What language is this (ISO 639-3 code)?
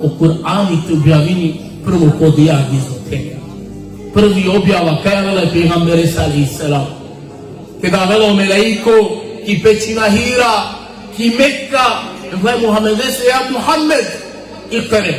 rmn